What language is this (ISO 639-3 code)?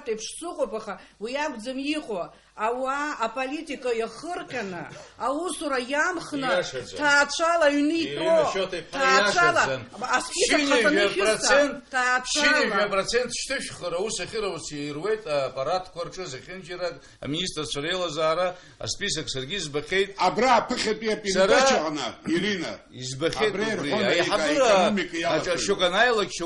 abk